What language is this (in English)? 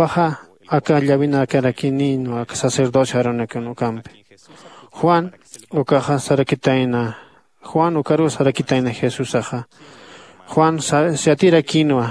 Aymara